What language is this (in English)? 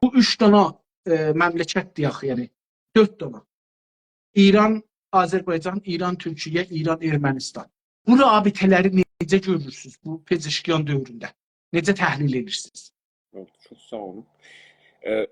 South Azerbaijani